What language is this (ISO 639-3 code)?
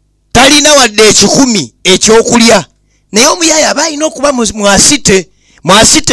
lug